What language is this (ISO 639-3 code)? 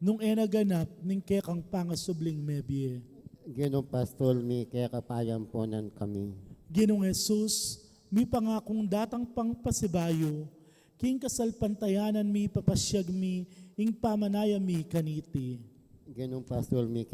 pam